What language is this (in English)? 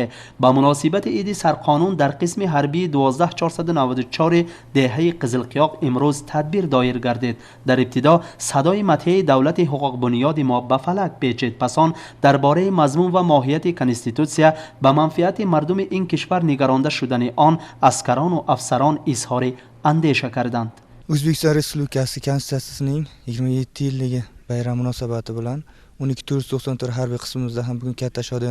Tajik